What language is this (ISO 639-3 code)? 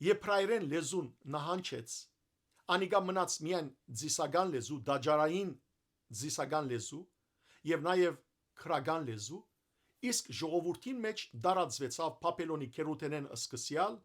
hyw